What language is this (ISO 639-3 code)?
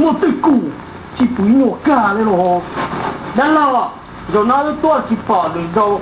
hmn